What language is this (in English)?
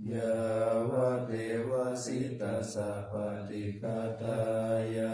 Pali